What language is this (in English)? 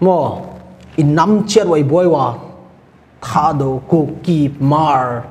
Paite Chin